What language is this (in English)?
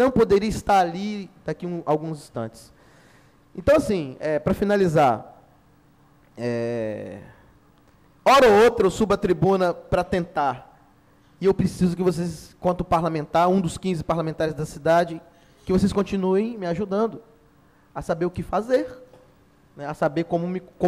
Portuguese